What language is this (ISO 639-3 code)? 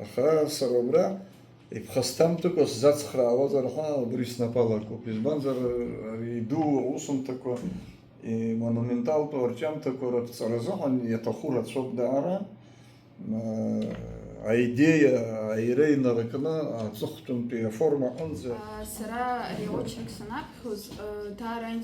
abk